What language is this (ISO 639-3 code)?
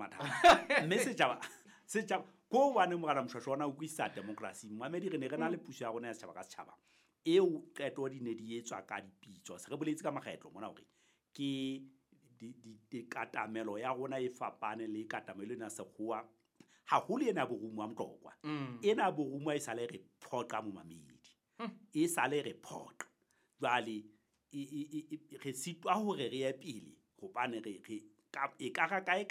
sot